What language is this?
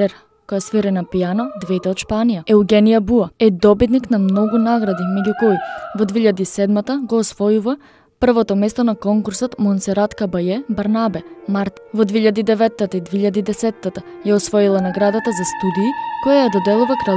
Macedonian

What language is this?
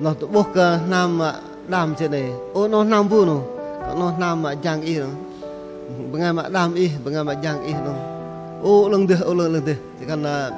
Bahnar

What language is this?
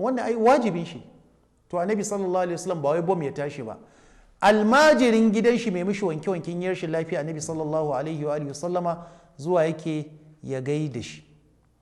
Hausa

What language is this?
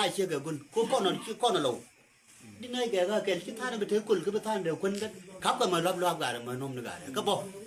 Nuer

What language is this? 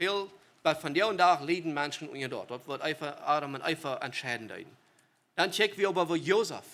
Plautdietsch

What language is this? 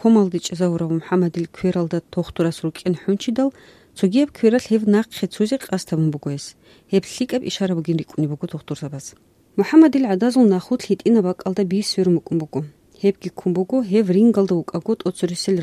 Avaric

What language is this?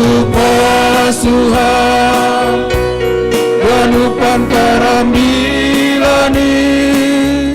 Batak Simalungun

